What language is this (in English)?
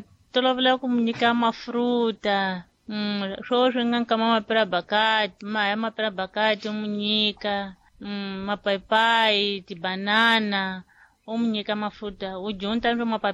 Tsonga